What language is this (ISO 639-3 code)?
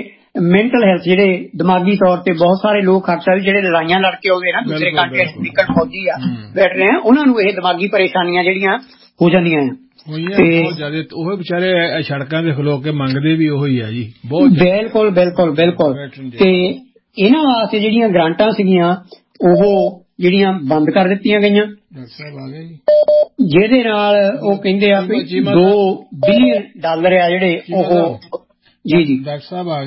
pan